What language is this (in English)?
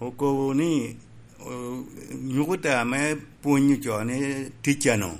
Lango (Uganda)